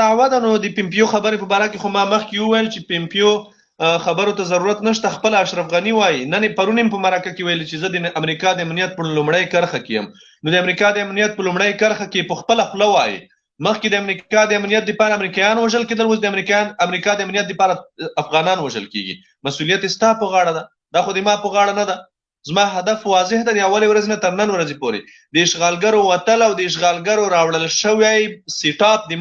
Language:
Pashto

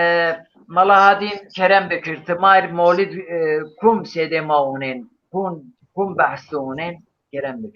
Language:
Zaza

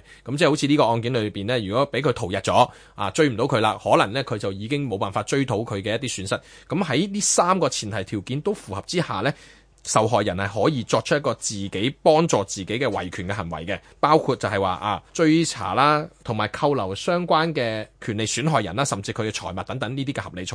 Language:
Cantonese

